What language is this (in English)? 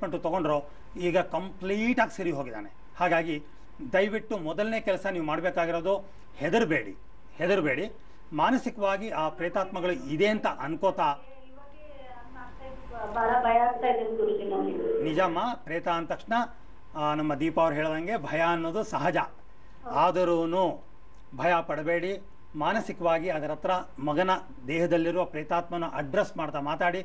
Kannada